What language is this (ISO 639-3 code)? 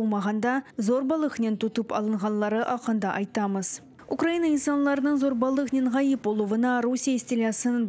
crh